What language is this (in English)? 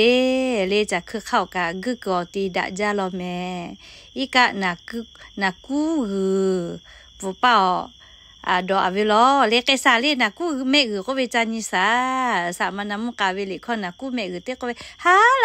Lahu